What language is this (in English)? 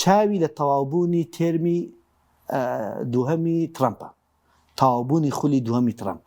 Central Kurdish